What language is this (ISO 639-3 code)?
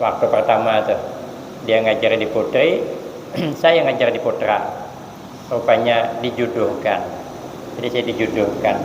bjn